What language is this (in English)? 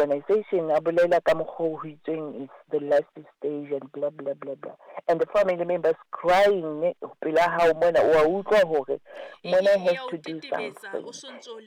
Southern Sotho